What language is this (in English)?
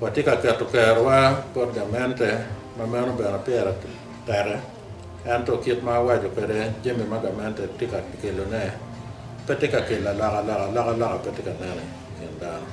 Acoli